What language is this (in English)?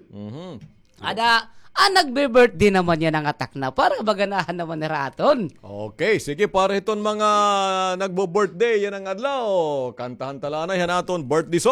Waray